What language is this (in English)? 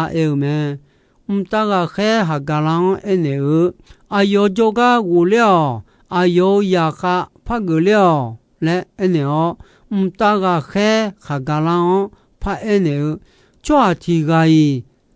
Akha